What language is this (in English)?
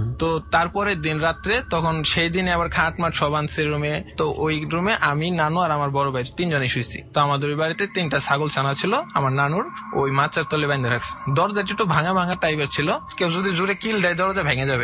Bangla